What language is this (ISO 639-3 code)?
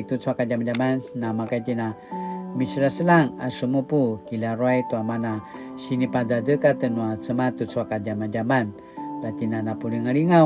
pwn